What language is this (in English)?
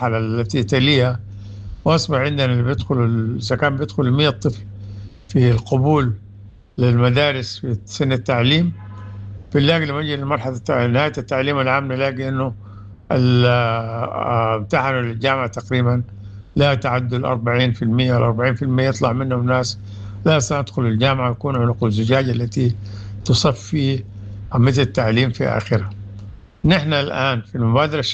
Sudanese Arabic